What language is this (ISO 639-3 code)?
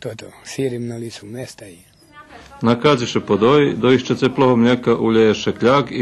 rue